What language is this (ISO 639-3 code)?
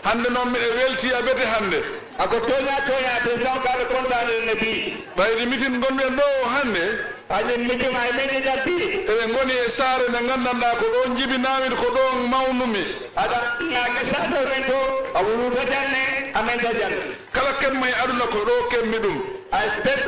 ful